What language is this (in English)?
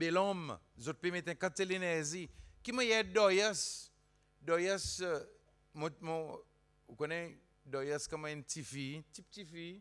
Seselwa Creole French